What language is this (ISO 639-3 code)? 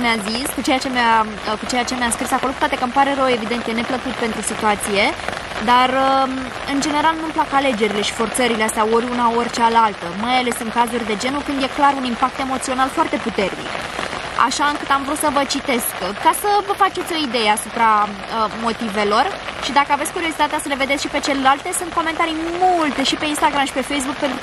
ron